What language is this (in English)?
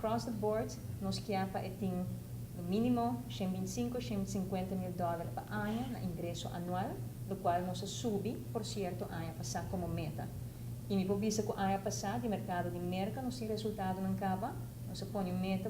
Papiamento